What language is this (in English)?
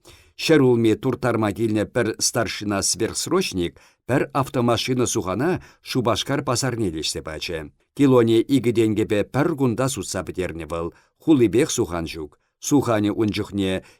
Chuvash